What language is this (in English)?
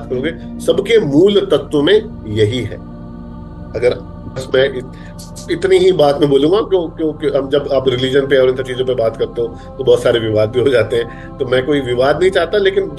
Hindi